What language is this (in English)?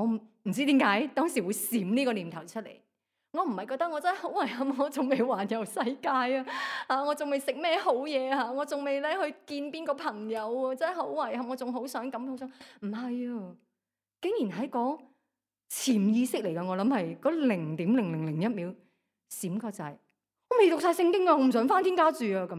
Cantonese